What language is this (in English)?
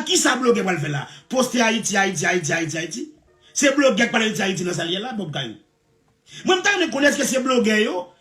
Haitian Creole